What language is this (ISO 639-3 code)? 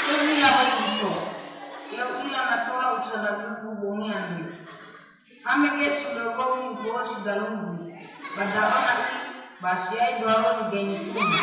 nia